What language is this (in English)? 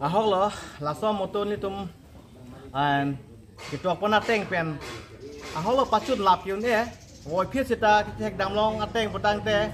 Karbi